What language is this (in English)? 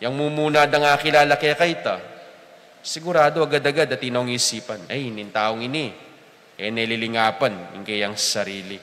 Pampanga